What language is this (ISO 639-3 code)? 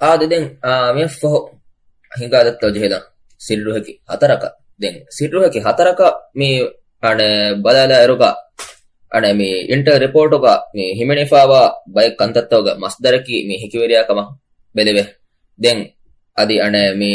div